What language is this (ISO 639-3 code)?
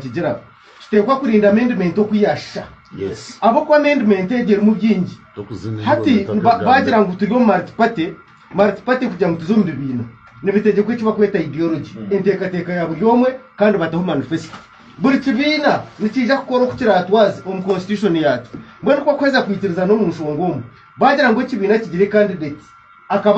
nyn